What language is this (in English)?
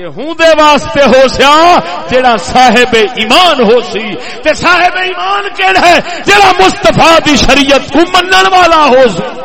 Saraiki